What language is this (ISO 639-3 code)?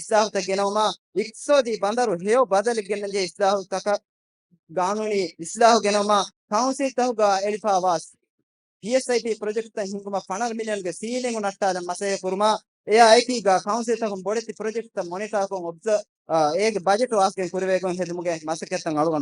div